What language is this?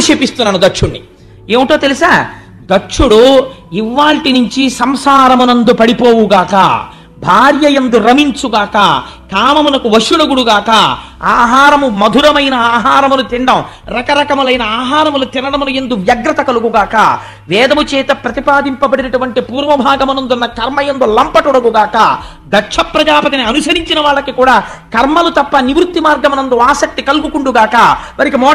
Telugu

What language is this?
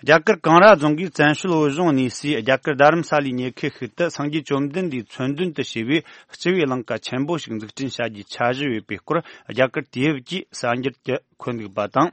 Tibetan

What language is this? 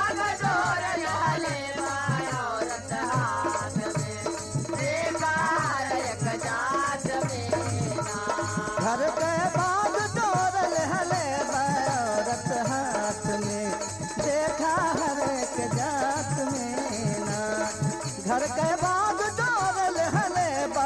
Bhojpuri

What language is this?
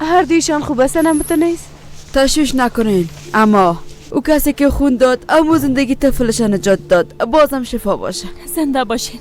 Persian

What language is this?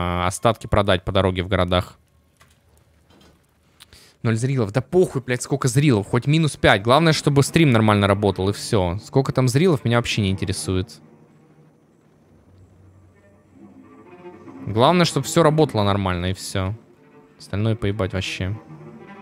Russian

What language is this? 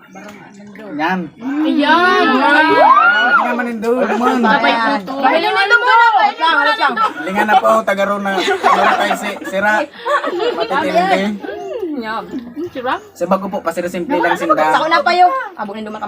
Bikol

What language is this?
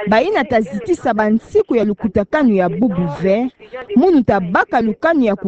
Kituba (Democratic Republic of Congo)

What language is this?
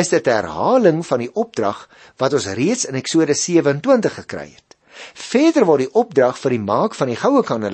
Afrikaans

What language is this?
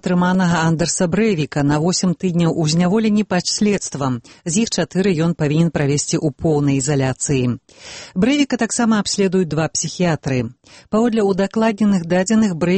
Belarusian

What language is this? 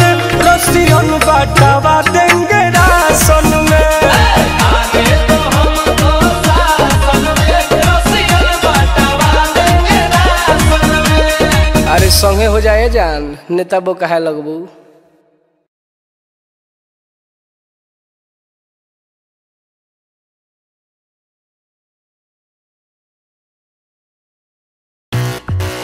Bhojpuri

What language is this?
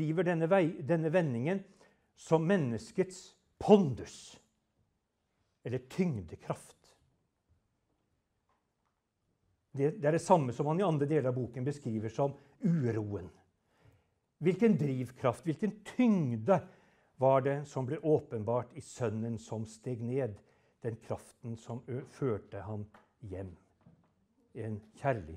Norwegian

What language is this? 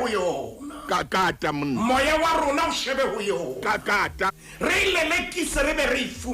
Southern Sotho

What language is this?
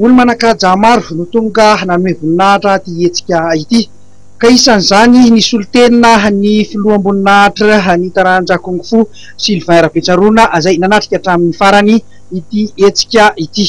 Malagasy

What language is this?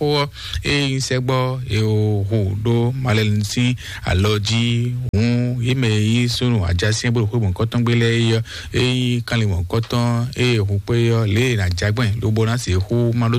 Fon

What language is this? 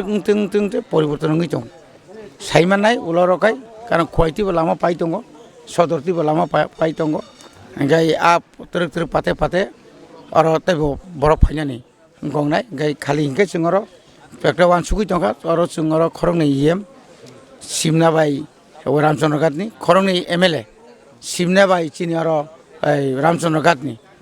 Kok Borok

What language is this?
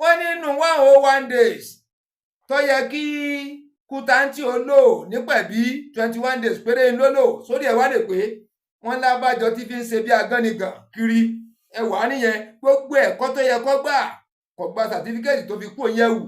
Yoruba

